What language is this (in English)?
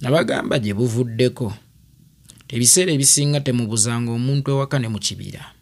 Ganda